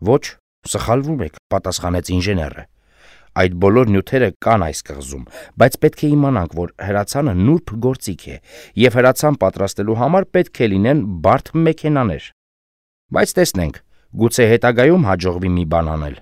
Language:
Armenian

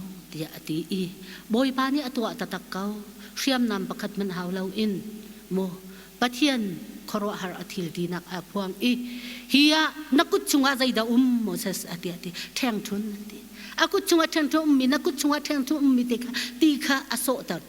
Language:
Hakha Chin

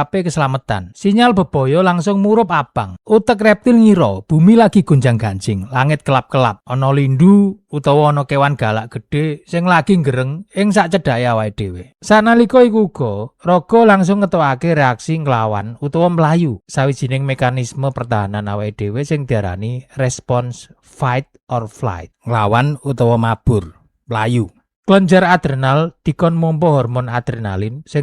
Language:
Javanese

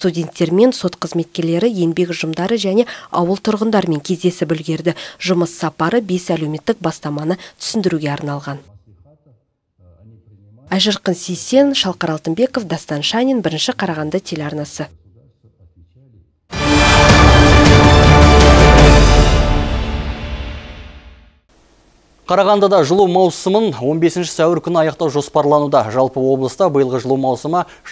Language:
Kazakh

